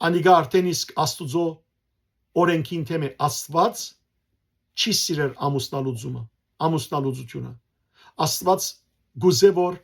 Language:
Western Armenian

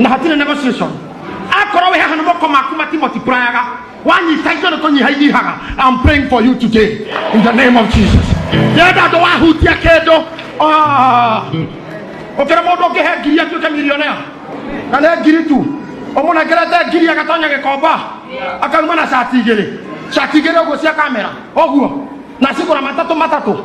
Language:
Kikuyu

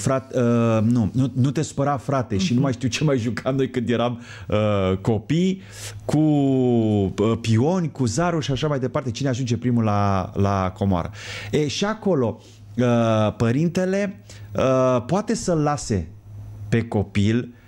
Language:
Romanian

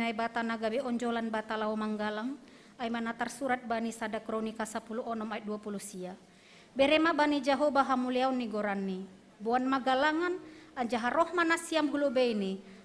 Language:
Batak Simalungun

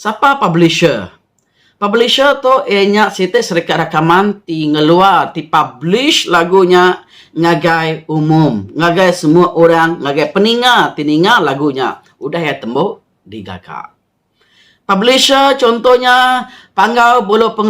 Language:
Iban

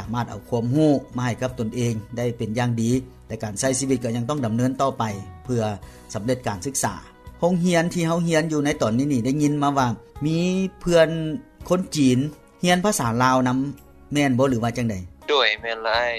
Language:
Lao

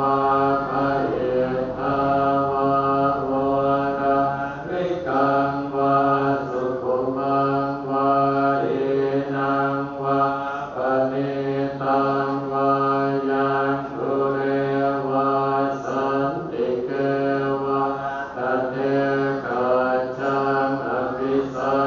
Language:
Pali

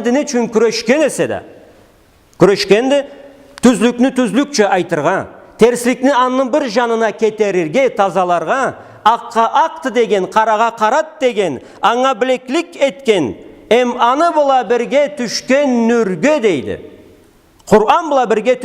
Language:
Karachay-Balkar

